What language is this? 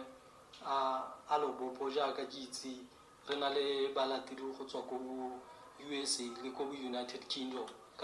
Tswana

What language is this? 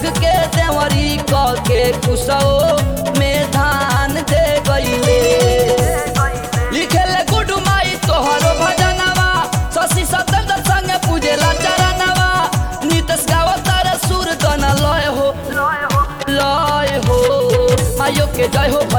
Bhojpuri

